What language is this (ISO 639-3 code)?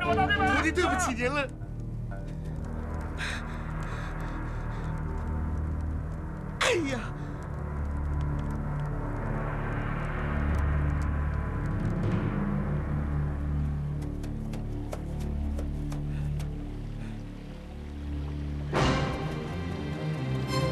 zho